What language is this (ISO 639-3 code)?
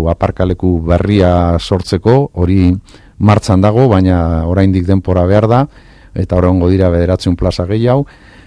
eus